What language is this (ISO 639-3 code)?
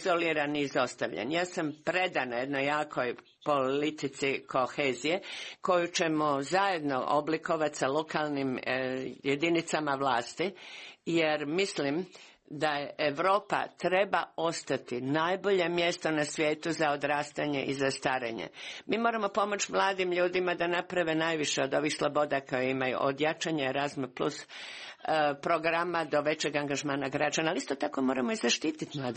hrv